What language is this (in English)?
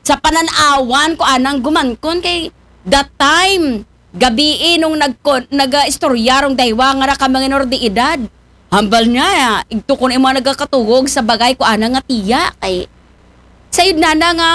Aklanon